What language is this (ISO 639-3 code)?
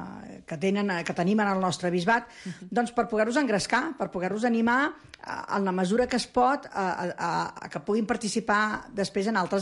cat